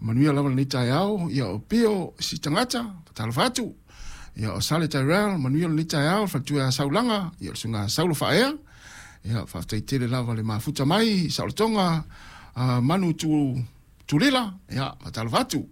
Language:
Samoan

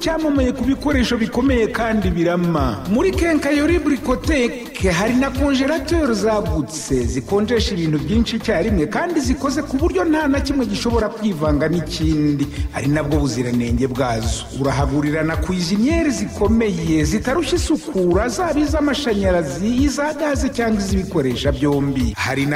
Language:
Kinyarwanda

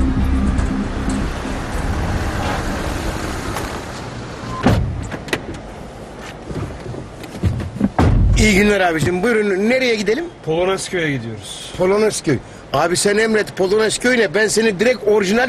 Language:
Turkish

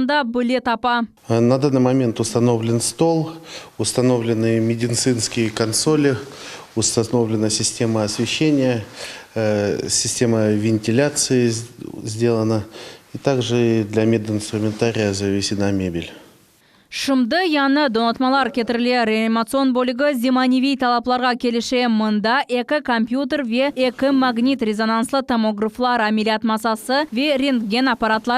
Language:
Crimean Tatar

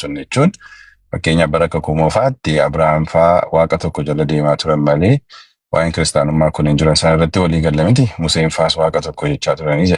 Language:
Oromo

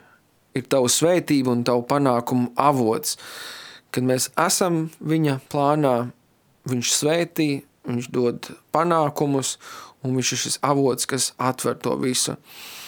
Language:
Latvian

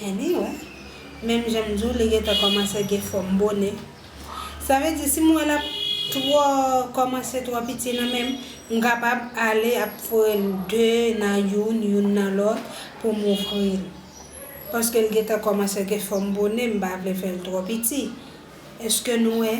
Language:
Haitian Creole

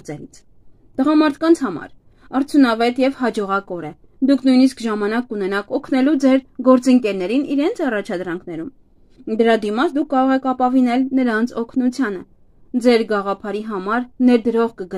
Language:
Armenian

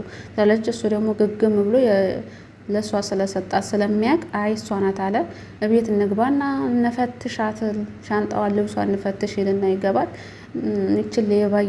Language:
Amharic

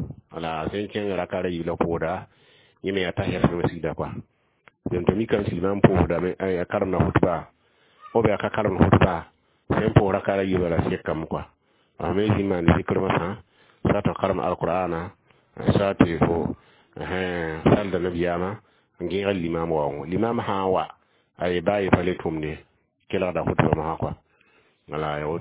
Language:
Mossi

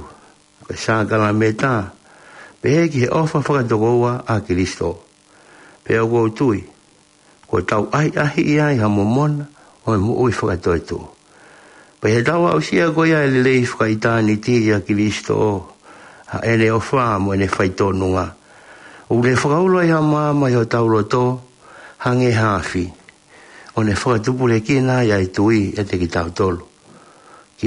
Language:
Tongan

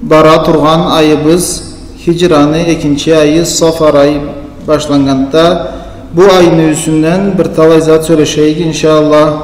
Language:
Karachay-Balkar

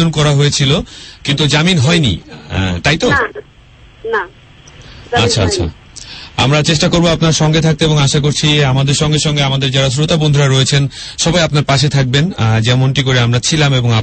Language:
Bangla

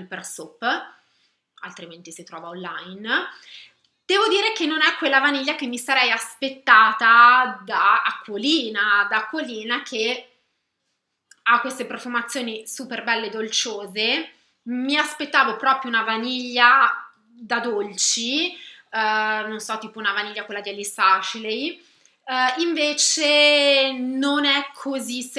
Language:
Italian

